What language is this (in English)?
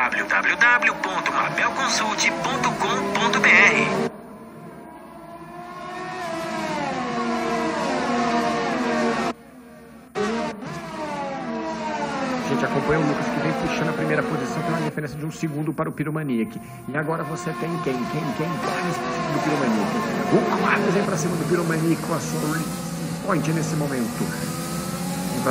Portuguese